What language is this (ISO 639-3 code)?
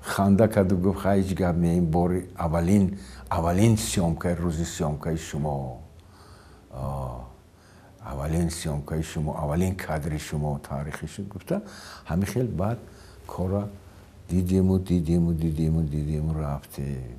tgk